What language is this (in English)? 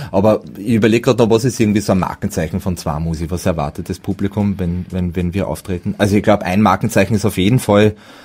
Bavarian